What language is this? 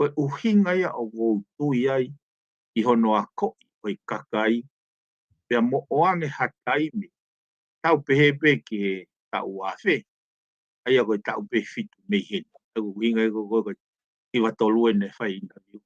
Tongan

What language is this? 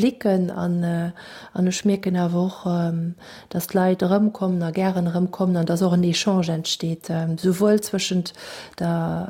Luxembourgish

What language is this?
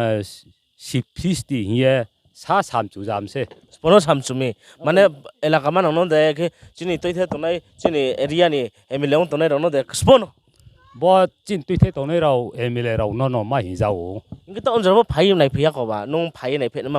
Riang (India)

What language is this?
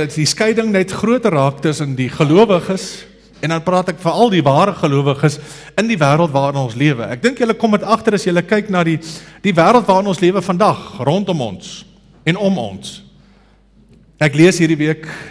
Afrikaans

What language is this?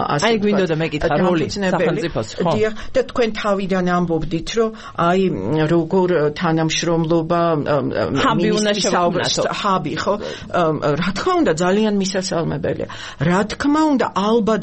Georgian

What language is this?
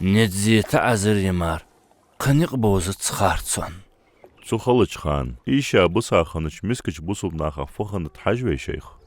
Ingush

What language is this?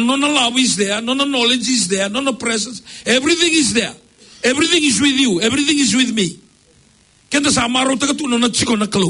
Fijian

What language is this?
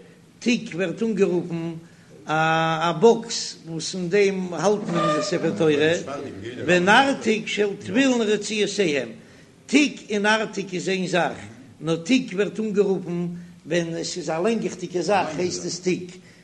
Yiddish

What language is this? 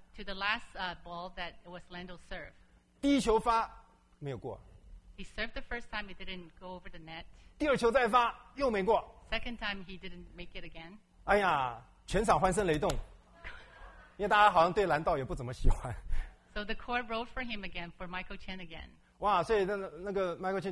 Chinese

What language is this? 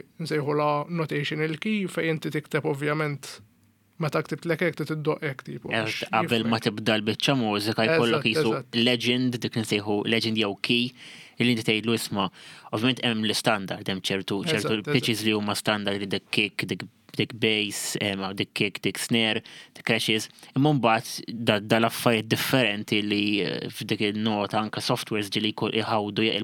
Maltese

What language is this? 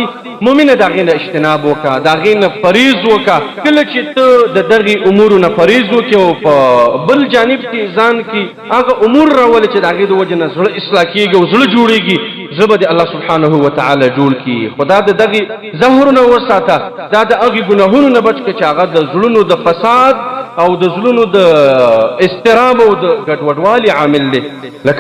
Pashto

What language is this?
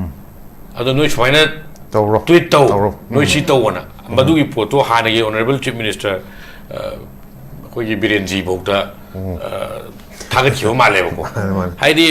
Manipuri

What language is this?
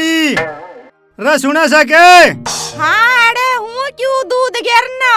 Haryanvi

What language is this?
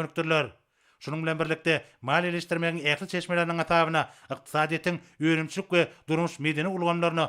Turkmen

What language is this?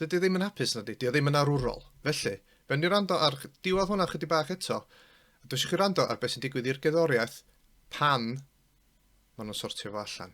Welsh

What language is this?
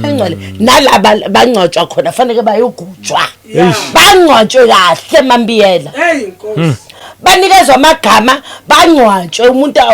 Zulu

